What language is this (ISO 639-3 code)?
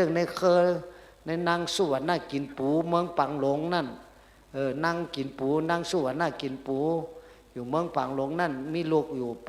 shn